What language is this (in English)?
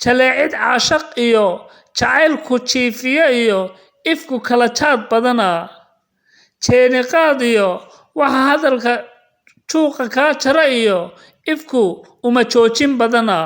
Somali